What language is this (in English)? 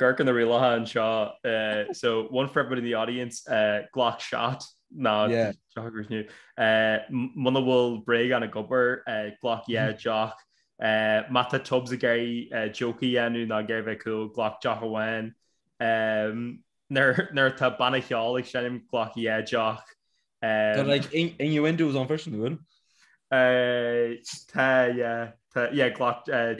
Irish